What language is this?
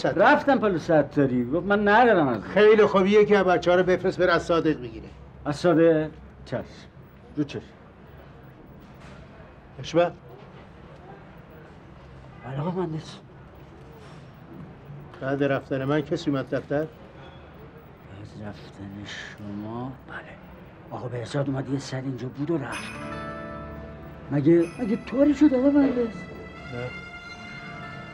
Persian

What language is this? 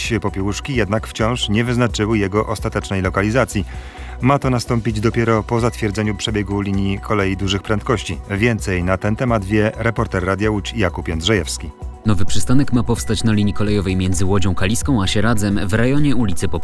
Polish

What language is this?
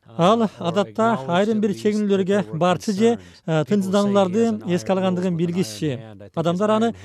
Kyrgyz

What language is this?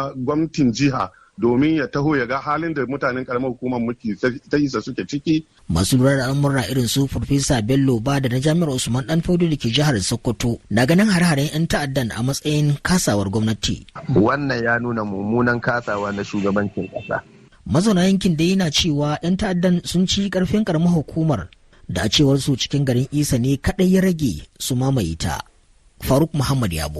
Hausa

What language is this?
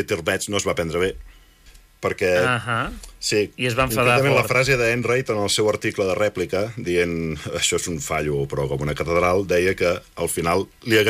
Catalan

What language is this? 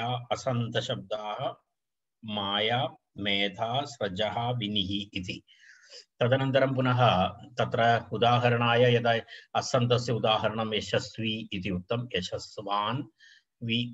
Sanskrit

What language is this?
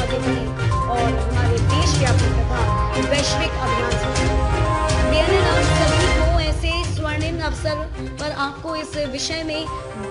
Hindi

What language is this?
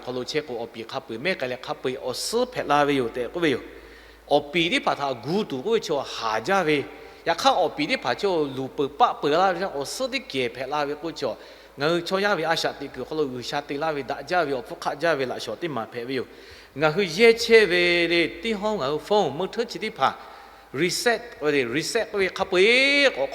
Lahu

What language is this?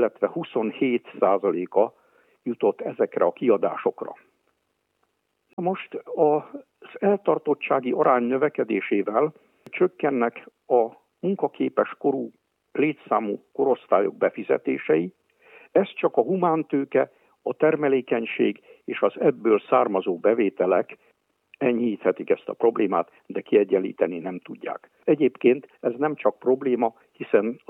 Hungarian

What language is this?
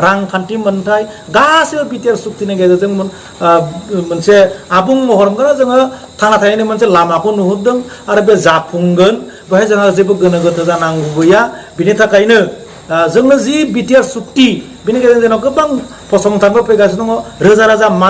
Bodo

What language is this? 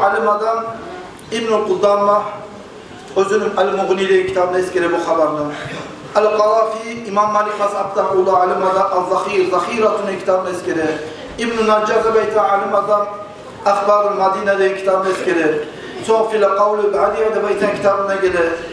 Kumyk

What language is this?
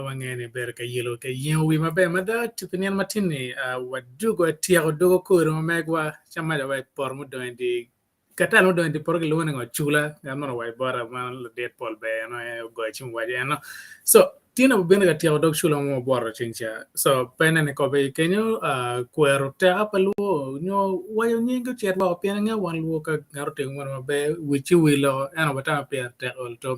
Acoli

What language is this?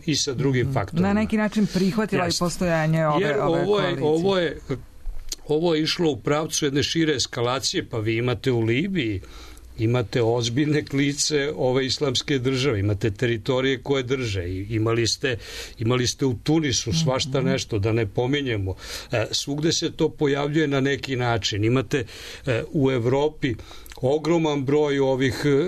Serbian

